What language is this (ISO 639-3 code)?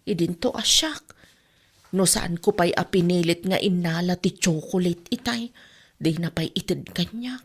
ilo